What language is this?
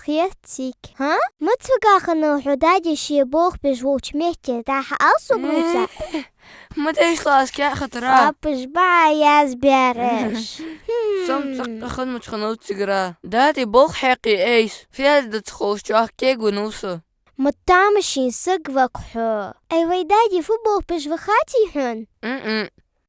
Ingush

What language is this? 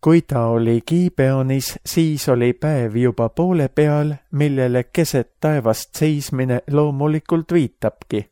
Estonian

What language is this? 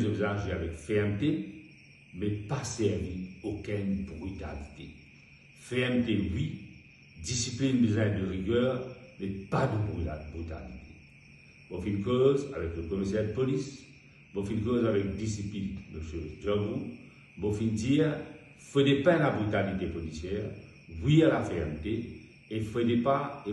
Morisyen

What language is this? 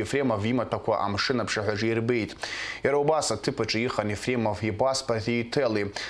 Abkhazian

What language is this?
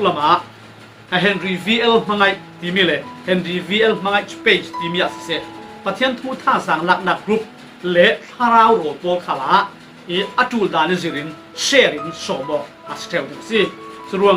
Falam Chin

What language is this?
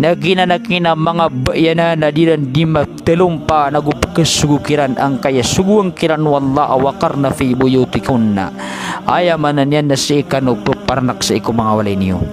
Maranao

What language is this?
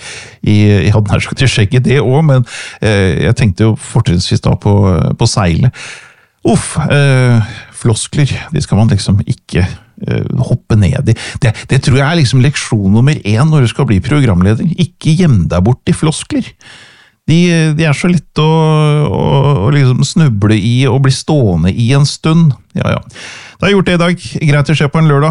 Norwegian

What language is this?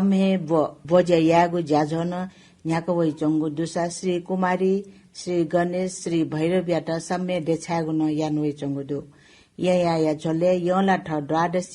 Newari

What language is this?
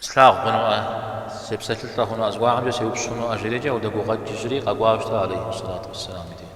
Kabardian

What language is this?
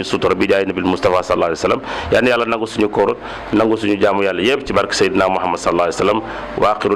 Wolof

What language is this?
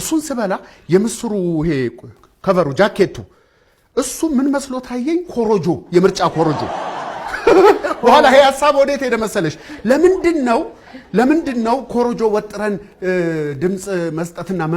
Amharic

